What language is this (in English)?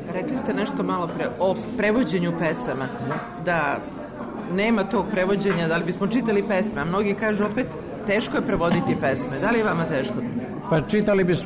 Serbian